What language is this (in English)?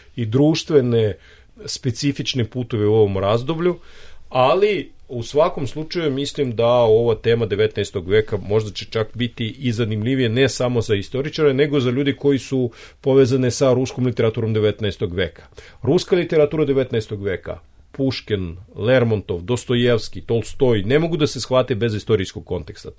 Serbian